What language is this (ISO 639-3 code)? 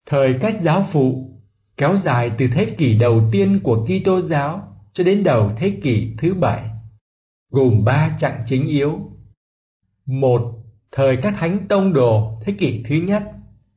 vie